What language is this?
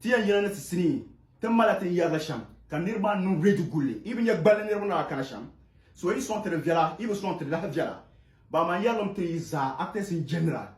Dagbani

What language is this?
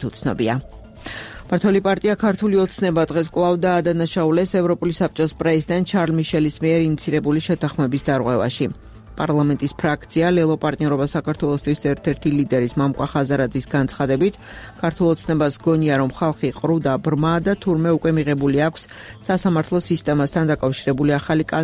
Georgian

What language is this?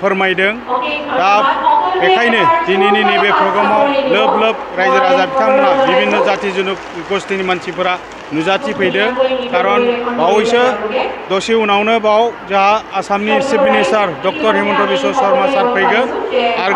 Bodo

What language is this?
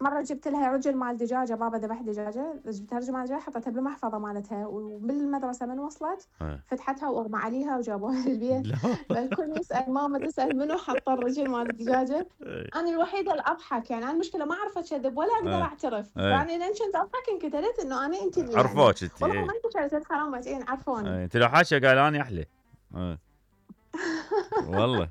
Mesopotamian Arabic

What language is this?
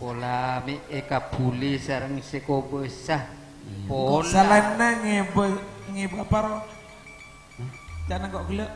Madurese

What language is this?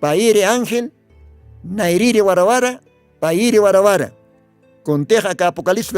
Aymara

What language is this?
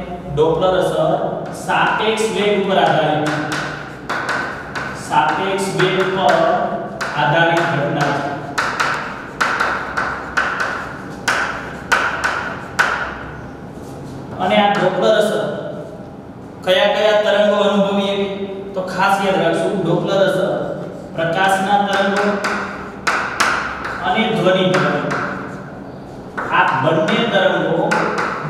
Gujarati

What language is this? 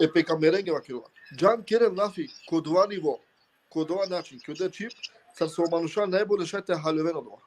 Balkan Romani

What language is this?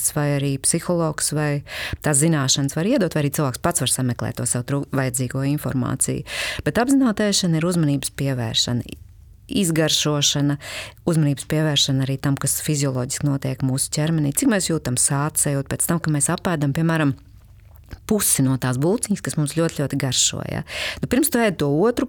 Latvian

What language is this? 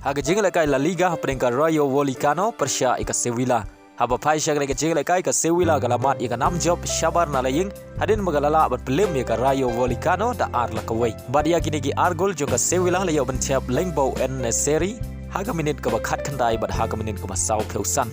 Khasi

